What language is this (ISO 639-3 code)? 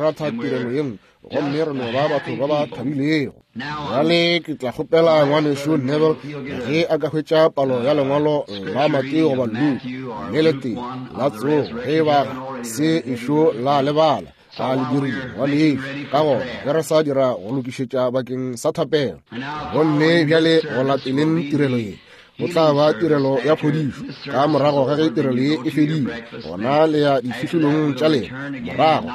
nso